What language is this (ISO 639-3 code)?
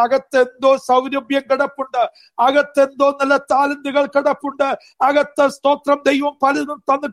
mal